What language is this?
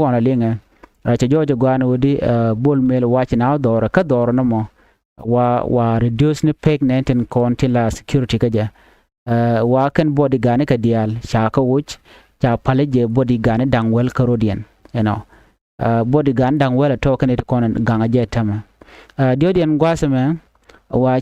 Nuer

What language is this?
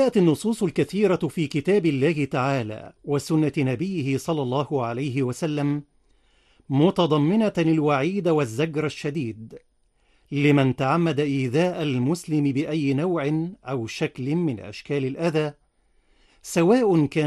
Arabic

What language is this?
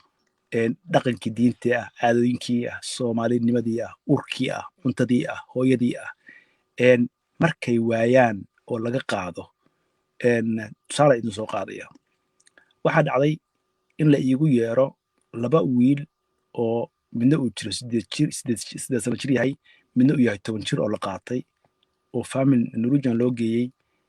Somali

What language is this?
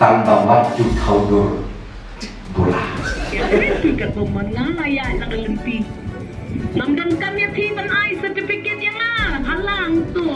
Khasi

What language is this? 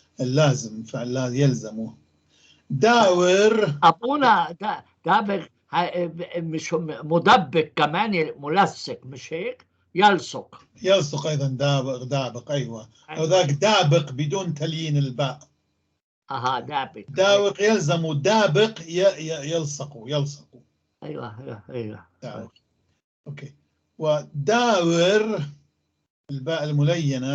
North Levantine Arabic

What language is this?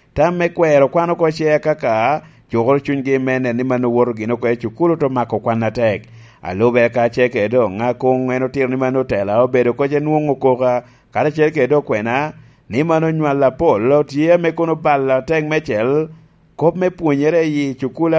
Lango (Uganda)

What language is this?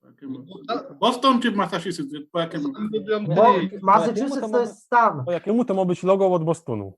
Silesian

